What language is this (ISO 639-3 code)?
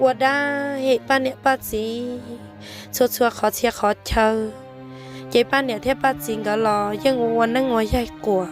hmn